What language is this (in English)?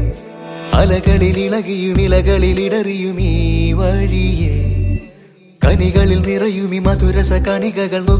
Malayalam